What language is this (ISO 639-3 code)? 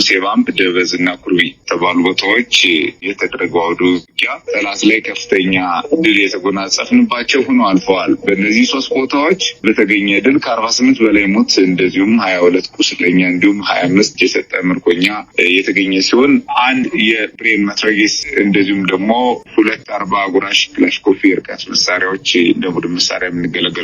amh